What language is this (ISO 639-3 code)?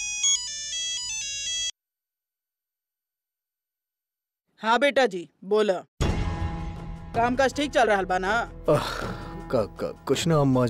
bho